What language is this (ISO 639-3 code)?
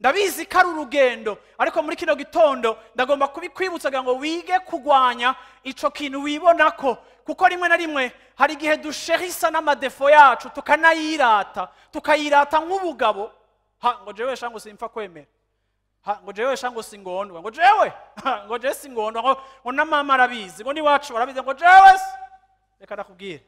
run